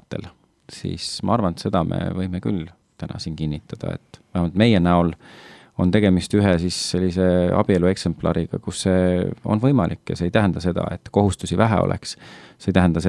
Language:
Estonian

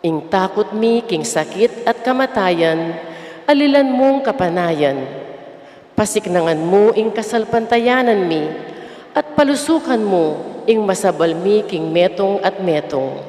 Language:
Pampanga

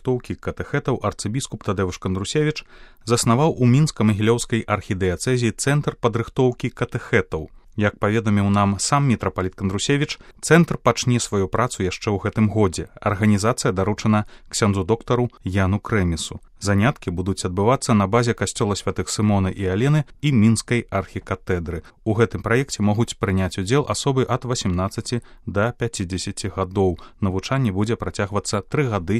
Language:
Belarusian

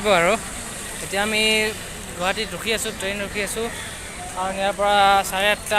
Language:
Assamese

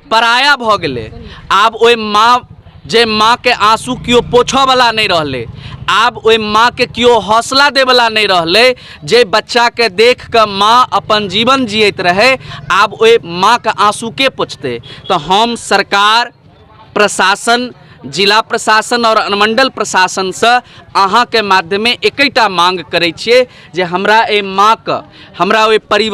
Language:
Maithili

